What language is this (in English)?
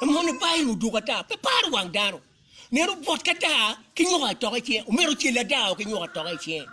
Acoli